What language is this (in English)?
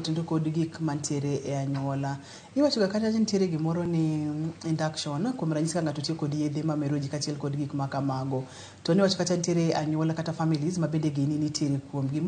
Luo (Kenya and Tanzania)